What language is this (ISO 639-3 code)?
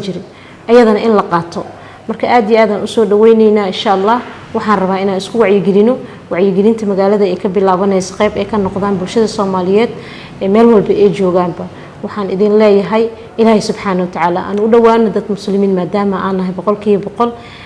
som